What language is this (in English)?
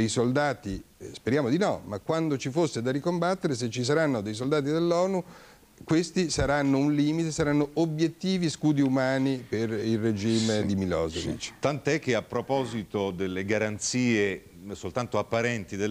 Italian